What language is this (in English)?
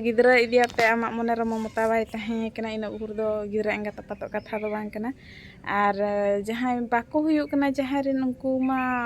Santali